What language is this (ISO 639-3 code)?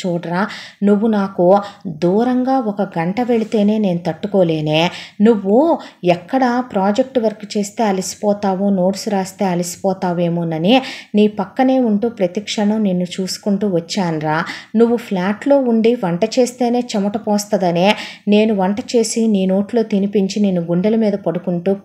tel